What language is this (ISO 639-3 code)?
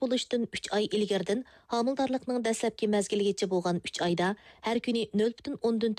uig